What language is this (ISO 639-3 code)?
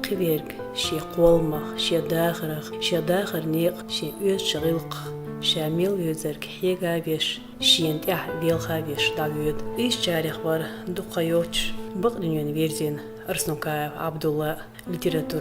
che